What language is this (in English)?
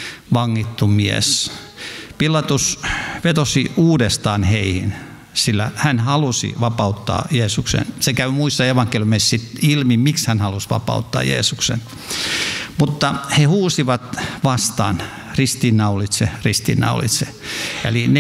Finnish